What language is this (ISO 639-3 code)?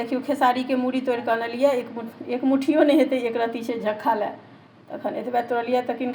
mai